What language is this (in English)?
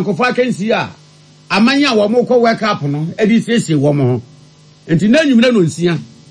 Akan